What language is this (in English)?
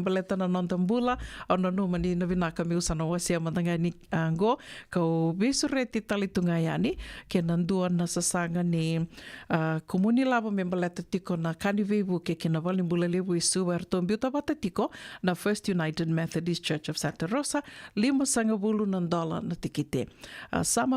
Fijian